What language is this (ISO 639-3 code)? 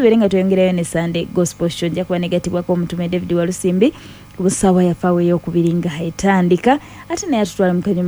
lug